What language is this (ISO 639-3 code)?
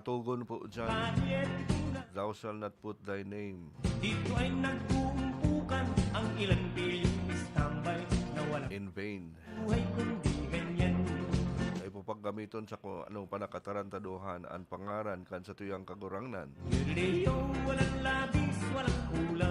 bik